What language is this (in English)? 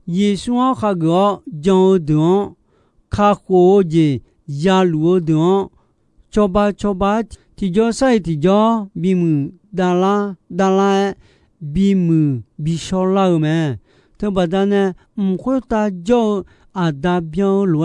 Akha